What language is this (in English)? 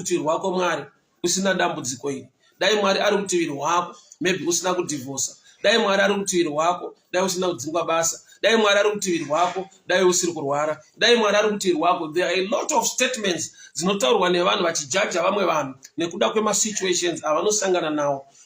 Shona